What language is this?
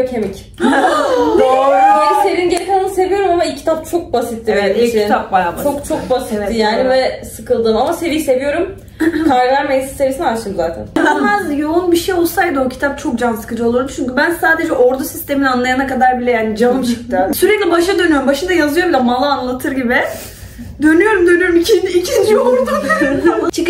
Turkish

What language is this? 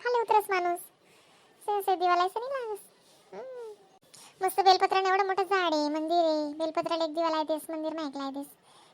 Khandesi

